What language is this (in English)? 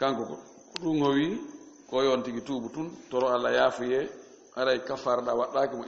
Fula